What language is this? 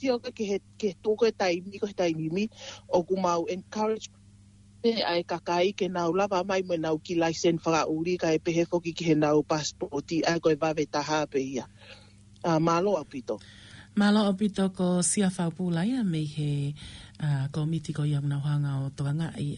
Tongan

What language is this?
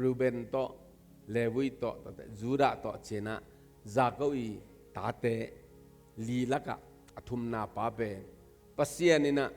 Tedim Chin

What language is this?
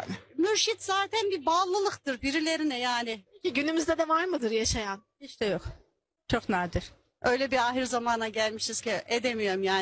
Turkish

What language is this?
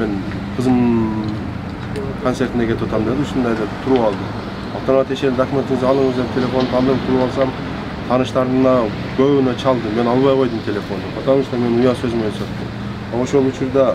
Kyrgyz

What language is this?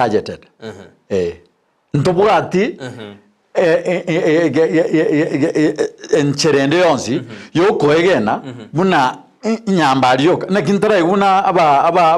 Gusii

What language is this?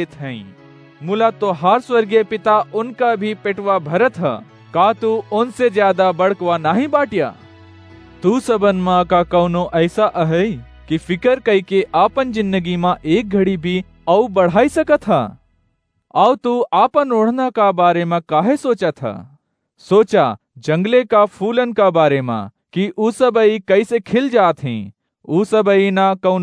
Awadhi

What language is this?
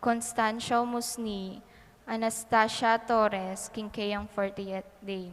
Pampanga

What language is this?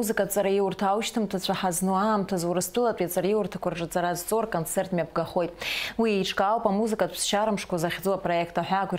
Abkhazian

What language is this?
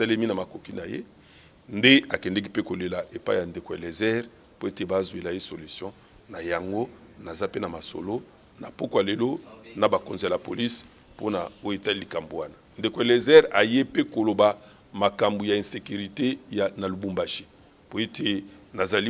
Lingala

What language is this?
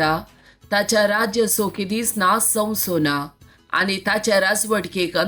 Konkani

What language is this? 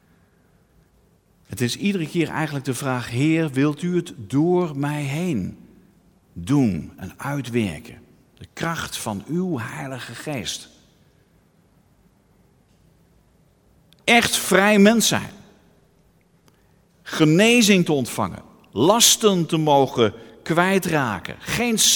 Dutch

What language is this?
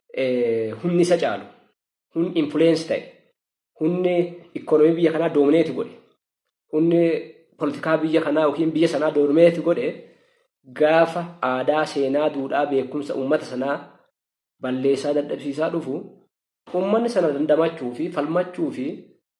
Oromo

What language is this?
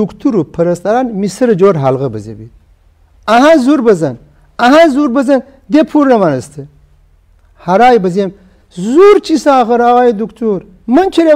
Gilaki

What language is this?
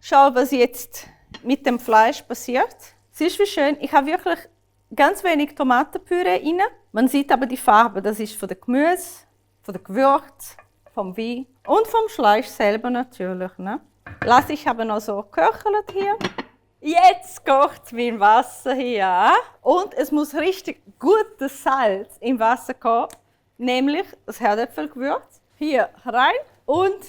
Swiss German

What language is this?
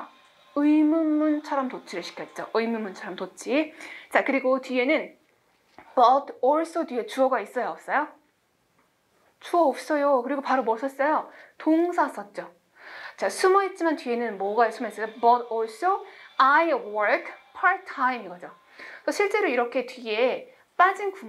Korean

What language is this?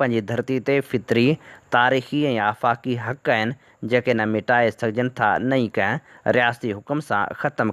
Sindhi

